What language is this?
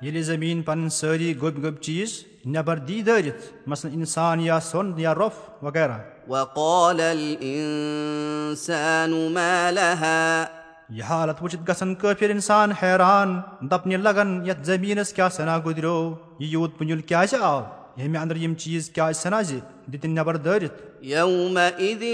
Kashmiri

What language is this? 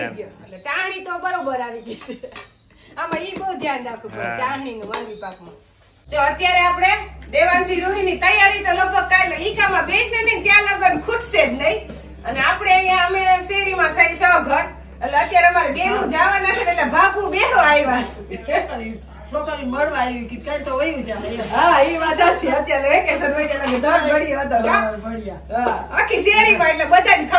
Gujarati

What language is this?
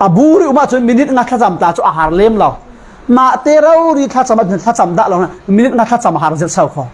Falam Chin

